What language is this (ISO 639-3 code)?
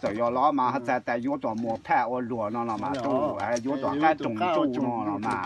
hmn